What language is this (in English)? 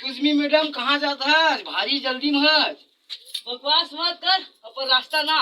Chhattisgarhi